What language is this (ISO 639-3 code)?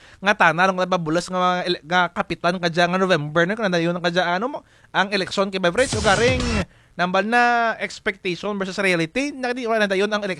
krj